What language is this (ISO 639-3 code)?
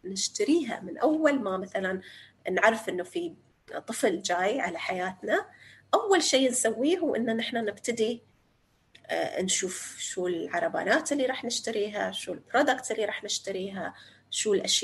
apc